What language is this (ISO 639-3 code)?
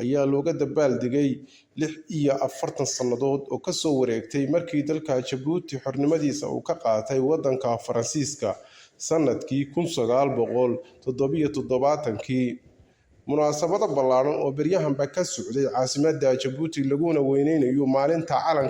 som